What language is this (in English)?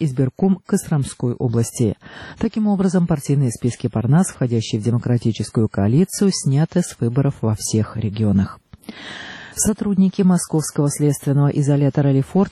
Russian